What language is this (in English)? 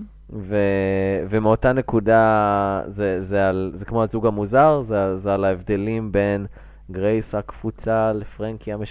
Hebrew